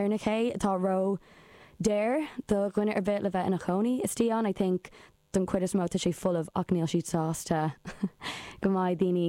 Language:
Irish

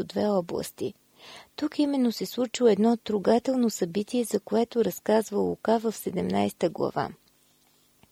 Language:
Bulgarian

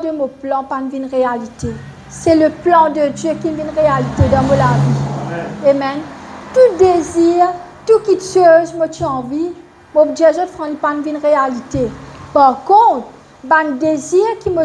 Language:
Morisyen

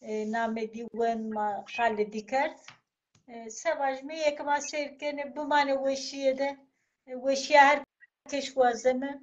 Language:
Zaza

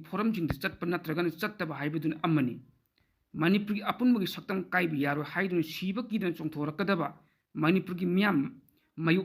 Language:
Manipuri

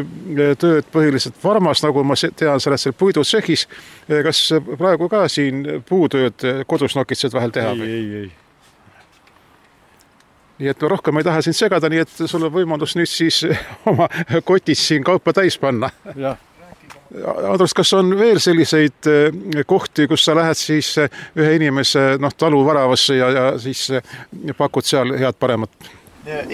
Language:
Estonian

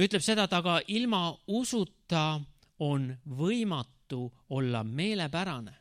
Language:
Estonian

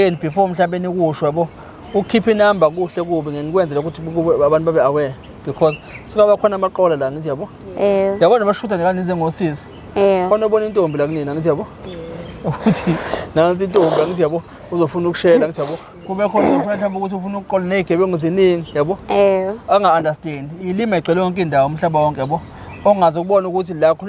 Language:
Zulu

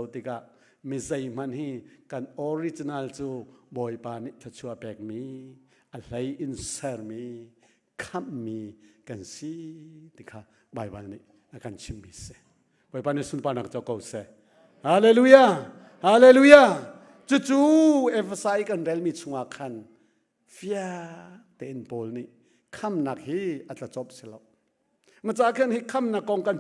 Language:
Hakha Chin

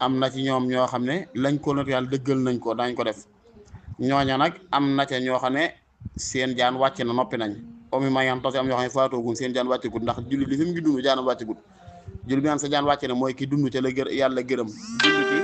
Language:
Wolof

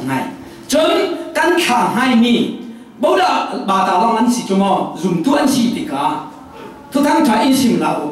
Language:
Falam Chin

